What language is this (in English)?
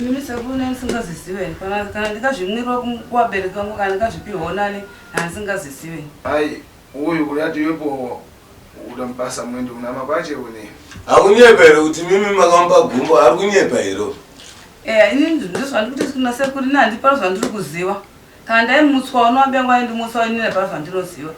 Shona